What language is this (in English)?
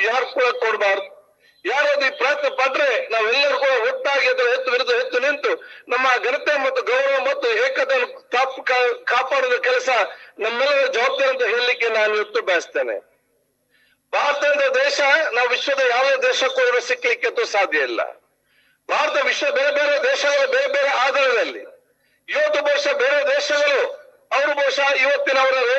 Kannada